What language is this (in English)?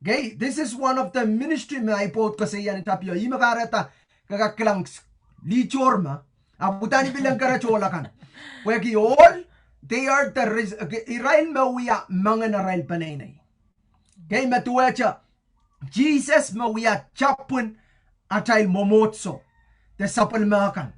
Pohnpeian